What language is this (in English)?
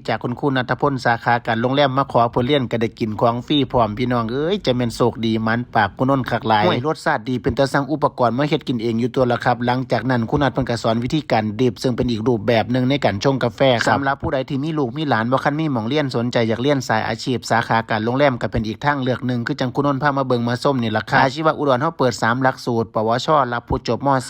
Northeastern Thai